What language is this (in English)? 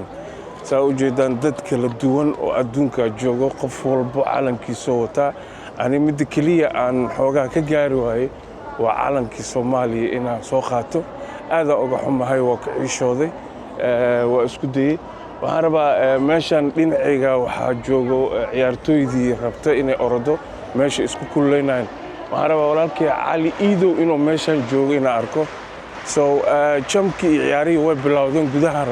Somali